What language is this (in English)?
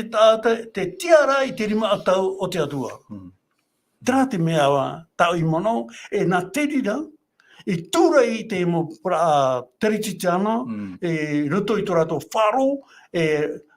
Tahitian